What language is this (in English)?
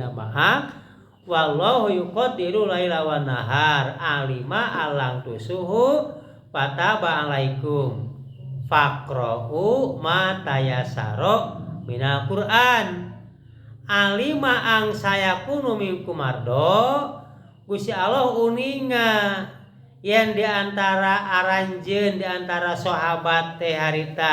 Sundanese